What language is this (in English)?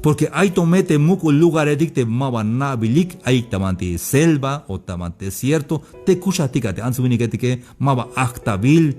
Tzeltal